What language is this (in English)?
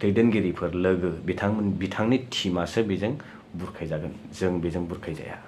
Bodo